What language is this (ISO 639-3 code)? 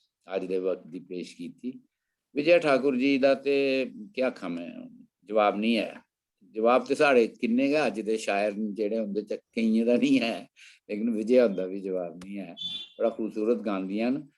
doi